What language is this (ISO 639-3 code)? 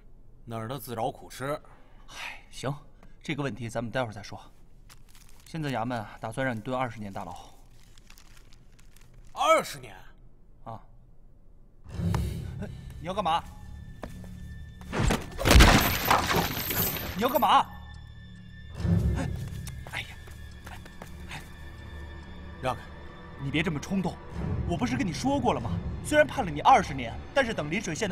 zho